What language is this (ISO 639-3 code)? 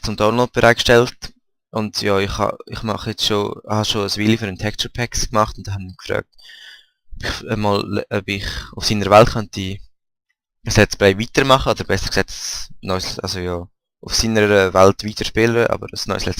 gsw